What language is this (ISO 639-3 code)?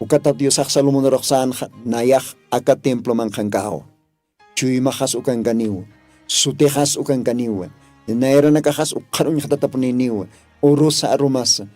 aym